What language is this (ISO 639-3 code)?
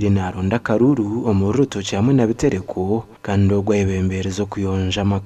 nyn